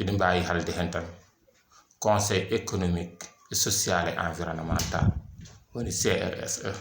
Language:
Fula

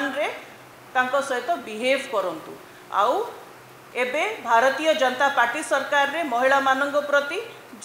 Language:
Odia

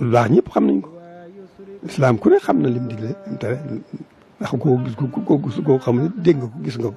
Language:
Wolof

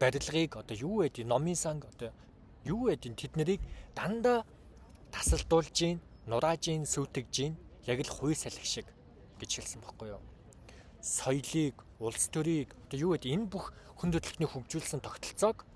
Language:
Mongolian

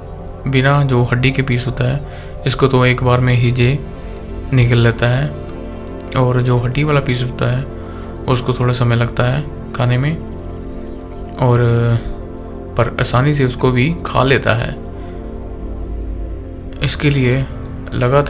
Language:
Hindi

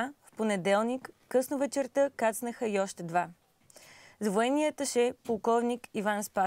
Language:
Bulgarian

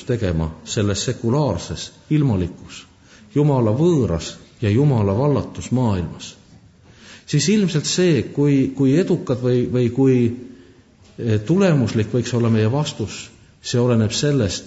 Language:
Estonian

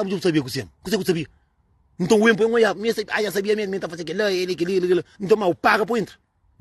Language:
Kabuverdianu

